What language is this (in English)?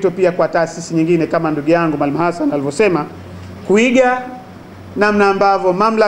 Swahili